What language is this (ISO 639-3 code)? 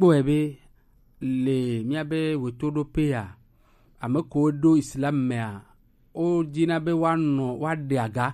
gej